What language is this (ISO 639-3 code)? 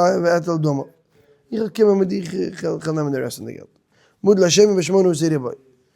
yid